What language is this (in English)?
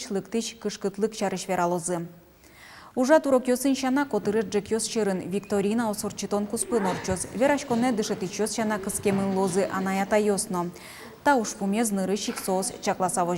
Udmurt